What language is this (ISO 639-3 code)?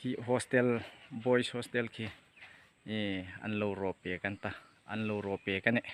hmr